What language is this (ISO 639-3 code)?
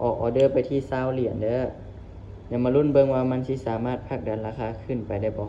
lao